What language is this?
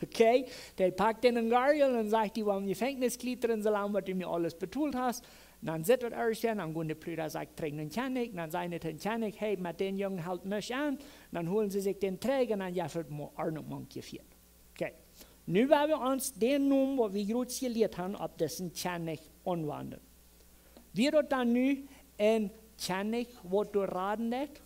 Plautdietsch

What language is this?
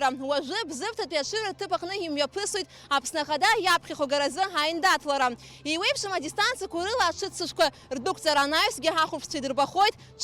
Abkhazian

